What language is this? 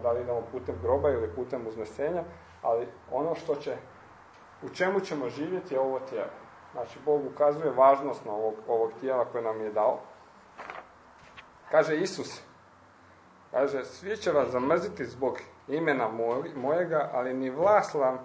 Croatian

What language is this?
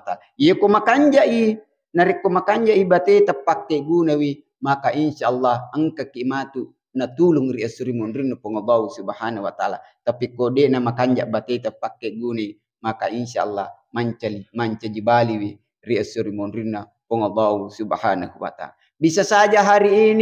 Buginese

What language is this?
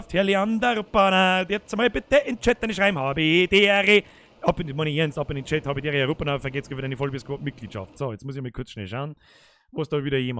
Bavarian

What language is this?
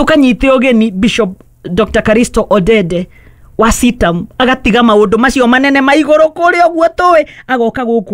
Kikuyu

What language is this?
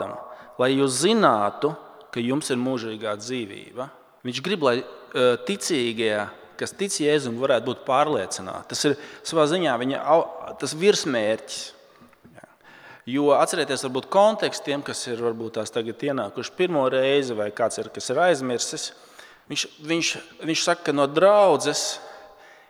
Latvian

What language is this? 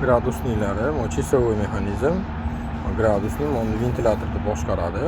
Uzbek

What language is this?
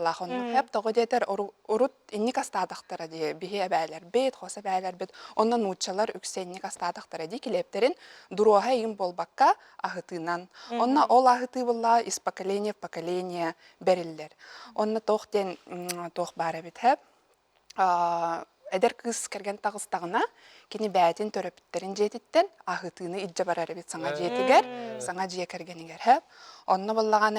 Yakut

